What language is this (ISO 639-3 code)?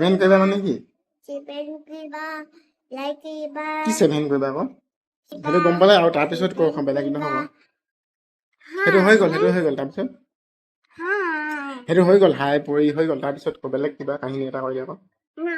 asm